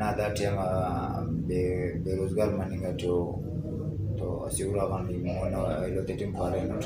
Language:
Brahui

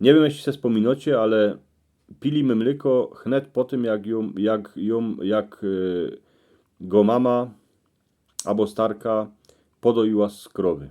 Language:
Silesian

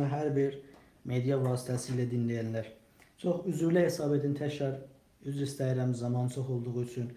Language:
South Azerbaijani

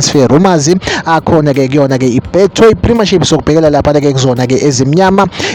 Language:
Zulu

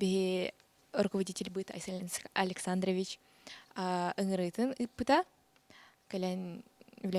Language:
Yakut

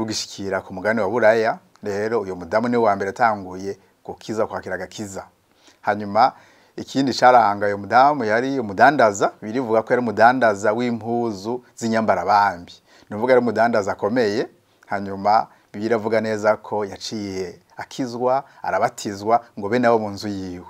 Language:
Rundi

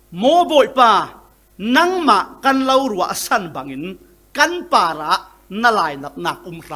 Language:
Falam Chin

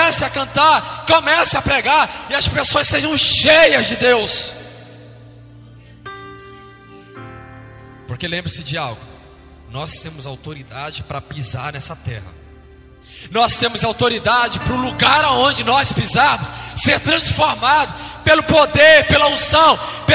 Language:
Portuguese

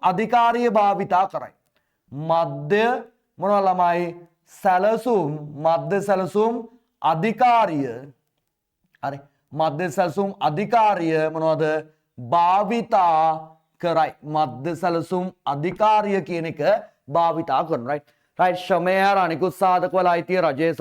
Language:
Sinhala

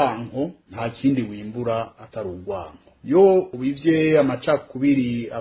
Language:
Rundi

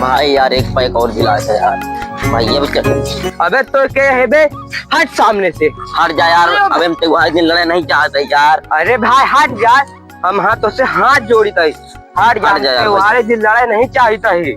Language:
Awadhi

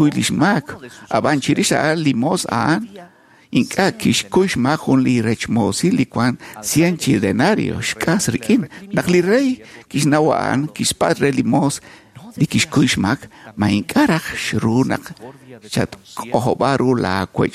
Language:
Kekchí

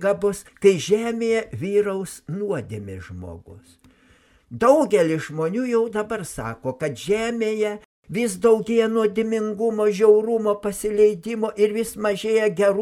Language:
Lithuanian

